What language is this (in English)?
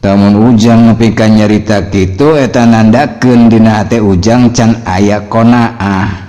Sundanese